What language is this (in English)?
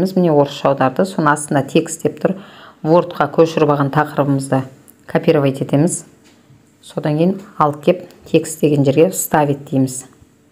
Kazakh